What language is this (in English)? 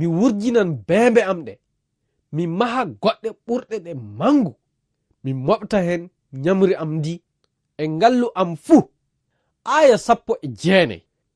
Fula